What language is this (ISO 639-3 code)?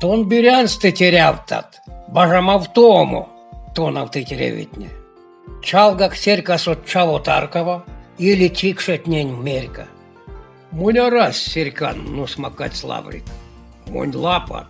myv